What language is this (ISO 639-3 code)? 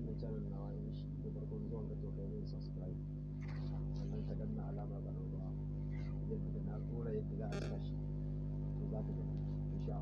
hau